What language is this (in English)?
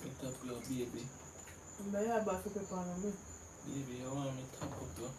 Jamaican Creole English